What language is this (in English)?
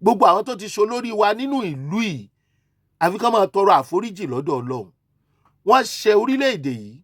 Yoruba